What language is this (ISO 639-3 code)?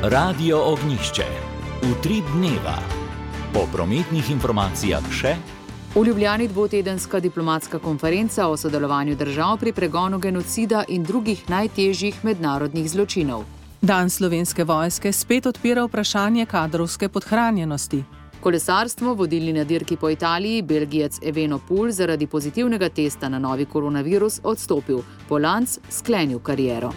slv